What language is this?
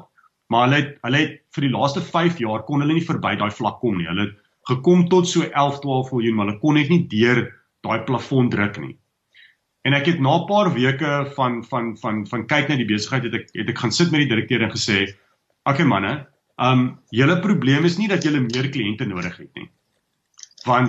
Afrikaans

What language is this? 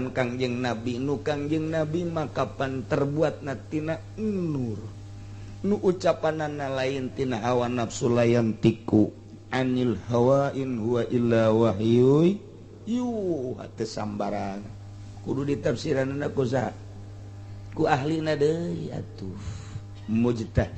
Sundanese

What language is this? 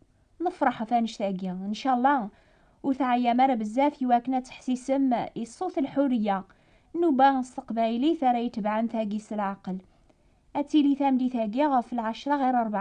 Kabyle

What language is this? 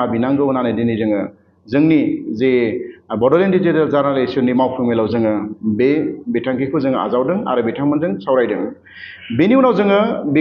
Bodo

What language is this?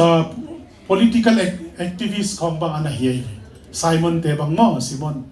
Tedim Chin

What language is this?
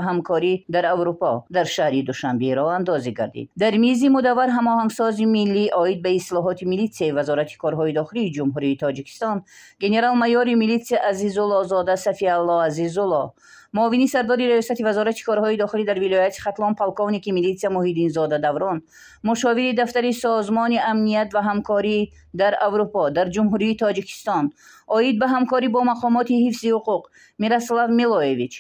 Tajik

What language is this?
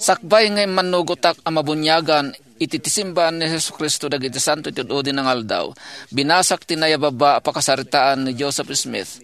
Iloko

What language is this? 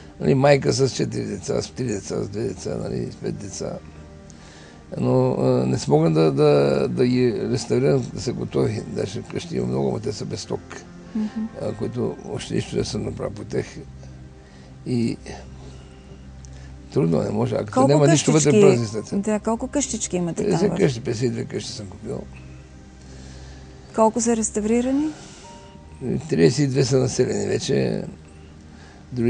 Bulgarian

